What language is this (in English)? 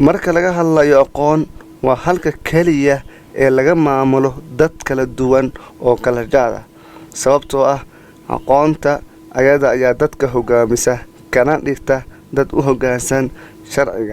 Somali